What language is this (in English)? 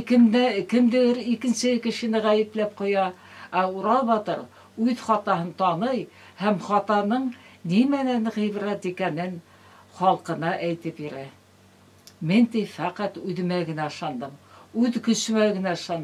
Bashkir